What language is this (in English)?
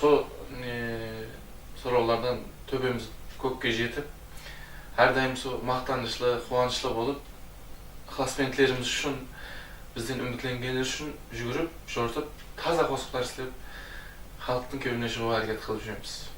Kara-Kalpak